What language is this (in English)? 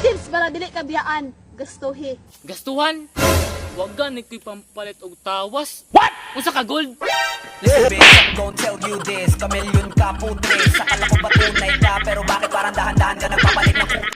Cebuano